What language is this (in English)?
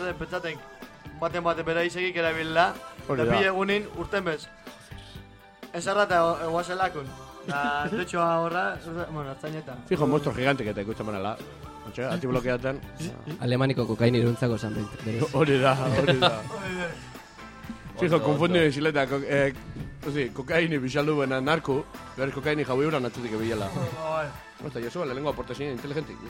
Basque